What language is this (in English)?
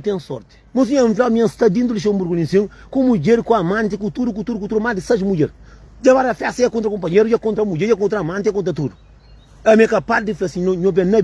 Kabuverdianu